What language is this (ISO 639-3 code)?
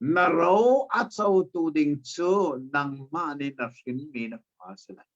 cnh